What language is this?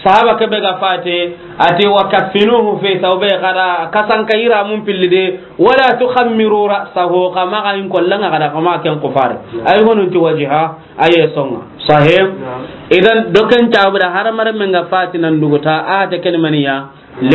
Soninke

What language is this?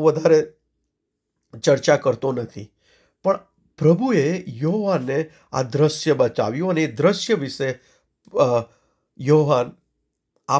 Gujarati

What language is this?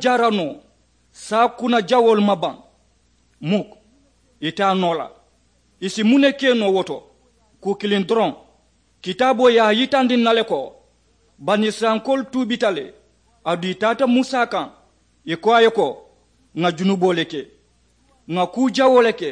Mandingo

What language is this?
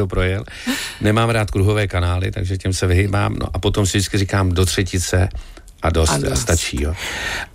Czech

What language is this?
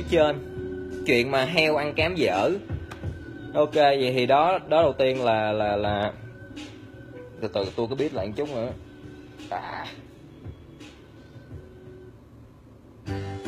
Vietnamese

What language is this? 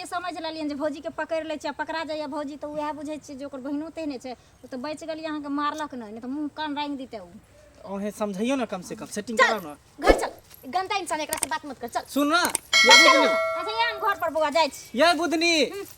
Maithili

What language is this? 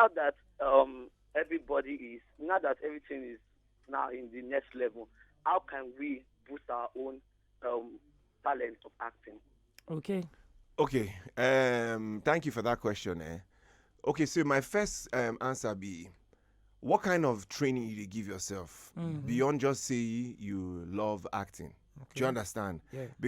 Nigerian Pidgin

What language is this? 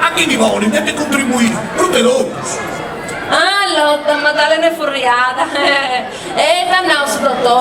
Sardinian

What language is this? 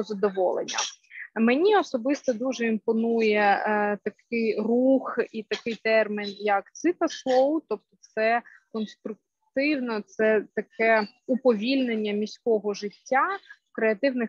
Ukrainian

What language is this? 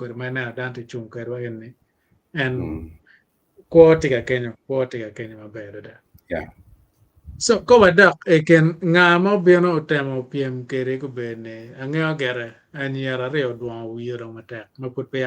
Acoli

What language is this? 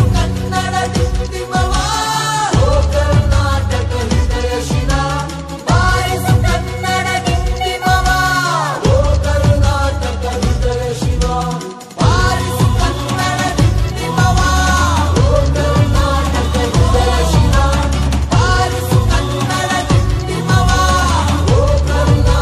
Kannada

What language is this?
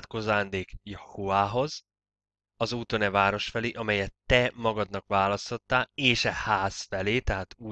Hungarian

